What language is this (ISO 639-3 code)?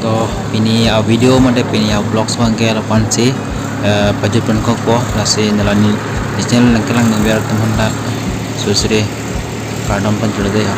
mjw